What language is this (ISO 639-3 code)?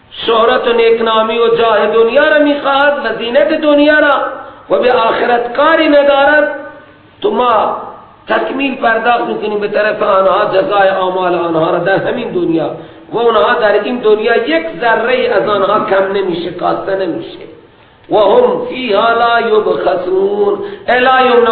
fas